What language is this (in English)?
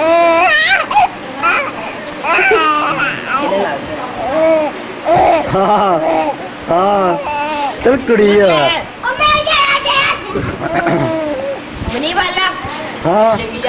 Punjabi